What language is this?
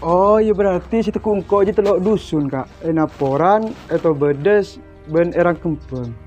Madurese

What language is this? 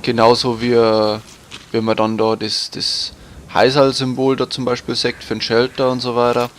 Bavarian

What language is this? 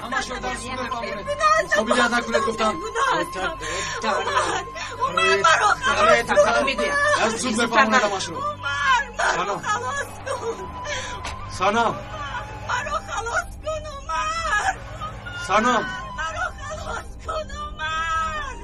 Tajik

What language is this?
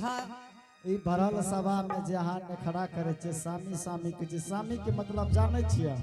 Angika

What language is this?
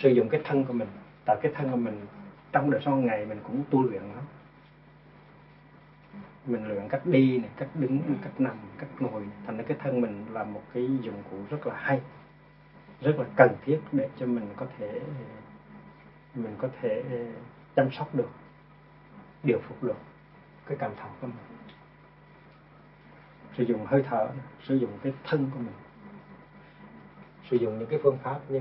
Vietnamese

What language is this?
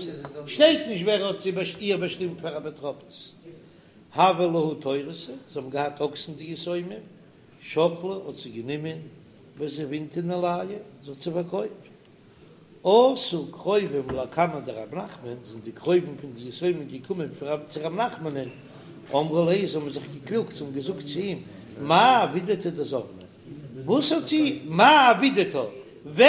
Yiddish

